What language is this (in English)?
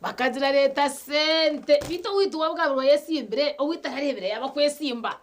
Nyankole